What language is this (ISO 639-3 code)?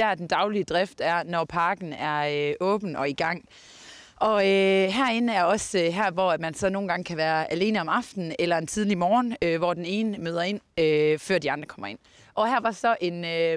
dan